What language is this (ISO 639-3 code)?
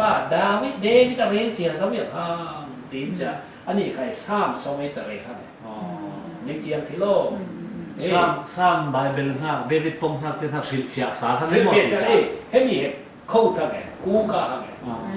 cfm